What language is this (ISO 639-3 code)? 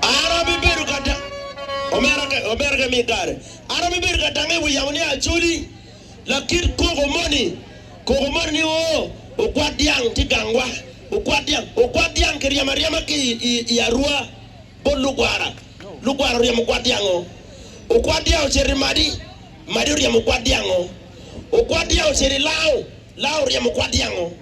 ach